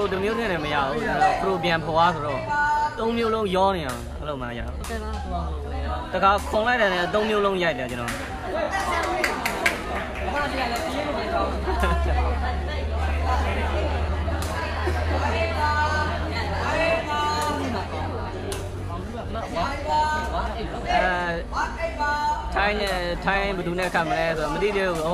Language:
Burmese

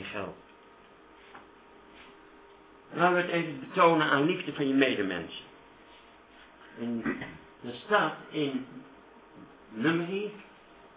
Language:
Dutch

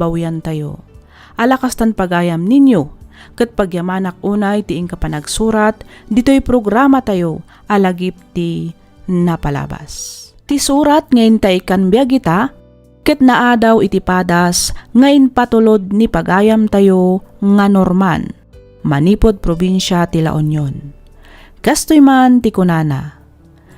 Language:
Iloko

